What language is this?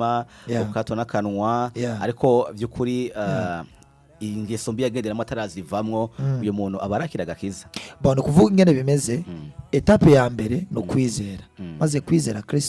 Rundi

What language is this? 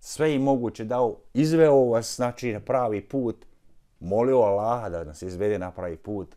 Bosnian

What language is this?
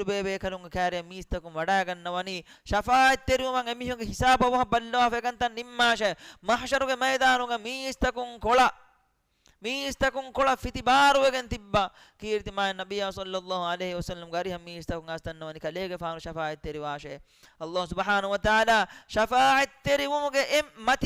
Divehi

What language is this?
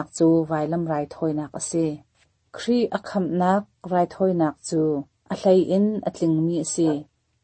Hakha Chin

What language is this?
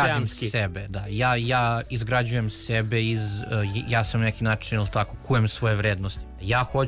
Serbian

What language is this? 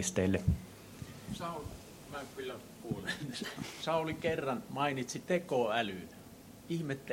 Finnish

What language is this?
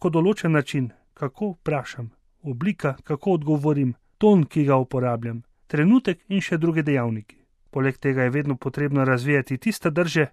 Slovenian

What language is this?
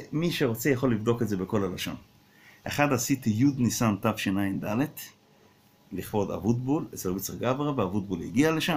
Hebrew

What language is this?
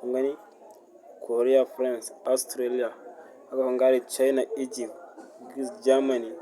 Hausa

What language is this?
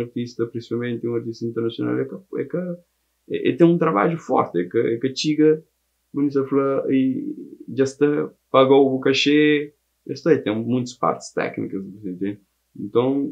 Kabuverdianu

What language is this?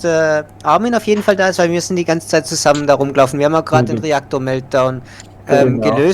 Swiss German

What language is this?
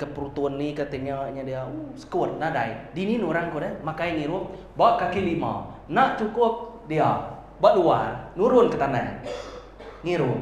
Iban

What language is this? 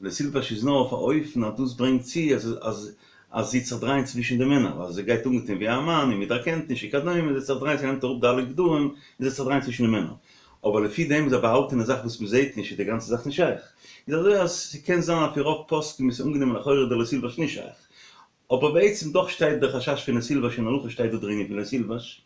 Yiddish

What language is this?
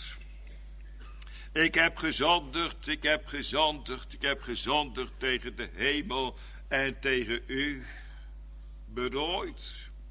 Dutch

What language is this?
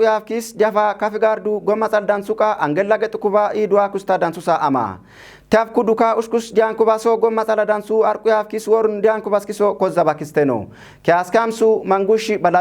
Kafa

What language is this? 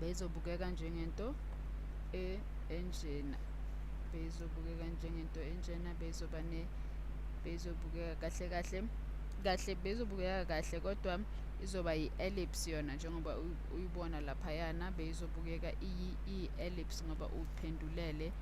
Zulu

